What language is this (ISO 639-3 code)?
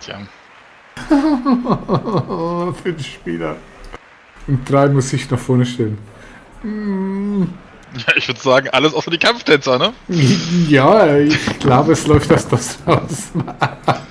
gsw